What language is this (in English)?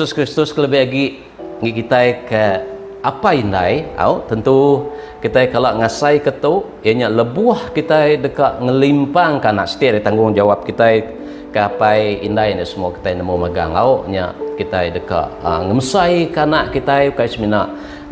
Iban